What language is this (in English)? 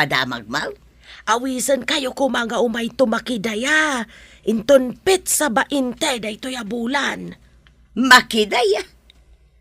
Iloko